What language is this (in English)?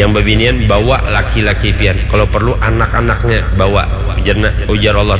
Banjar